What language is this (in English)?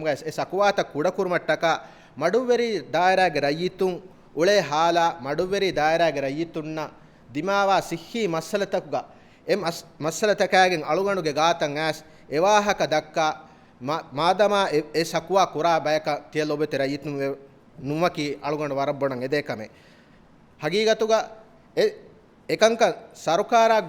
Divehi